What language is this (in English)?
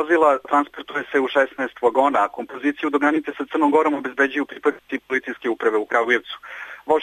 Serbian